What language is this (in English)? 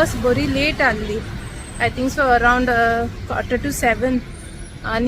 Konkani